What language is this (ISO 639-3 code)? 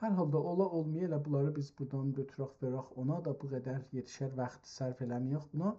azb